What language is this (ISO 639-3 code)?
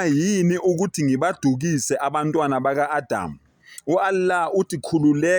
zul